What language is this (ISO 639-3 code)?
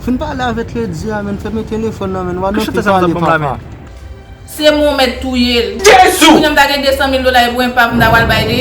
hat